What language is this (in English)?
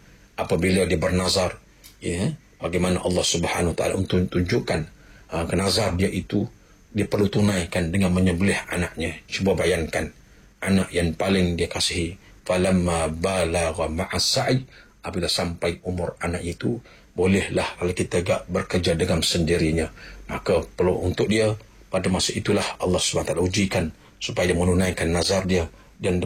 Malay